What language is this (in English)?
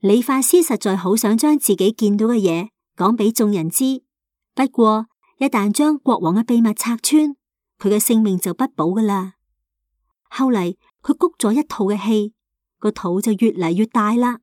Cantonese